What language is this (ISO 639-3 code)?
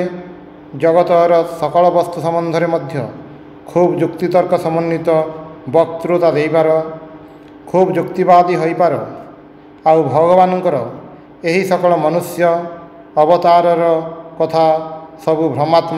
ori